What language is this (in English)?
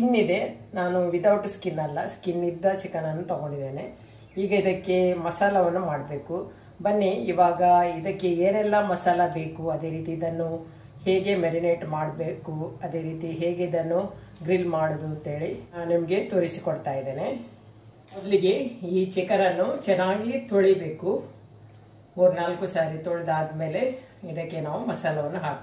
Kannada